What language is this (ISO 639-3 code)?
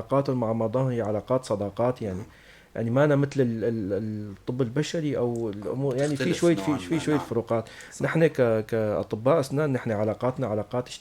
apc